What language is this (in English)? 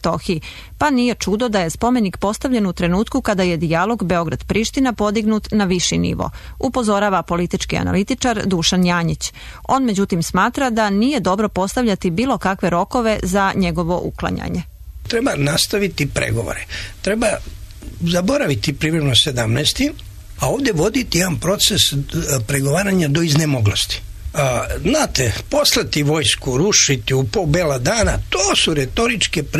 Serbian